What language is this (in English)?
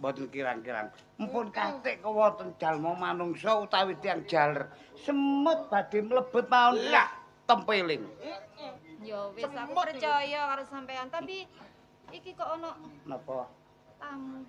Javanese